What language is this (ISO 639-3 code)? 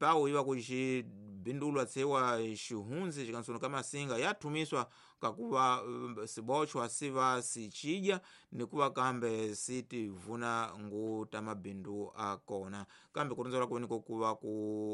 tso